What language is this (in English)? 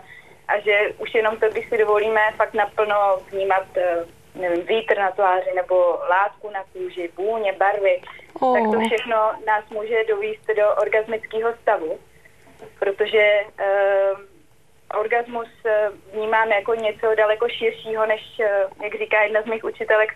Czech